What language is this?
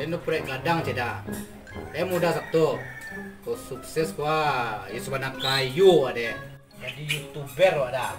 Minangkabau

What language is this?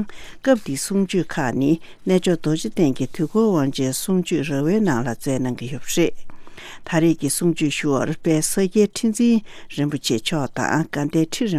Tibetan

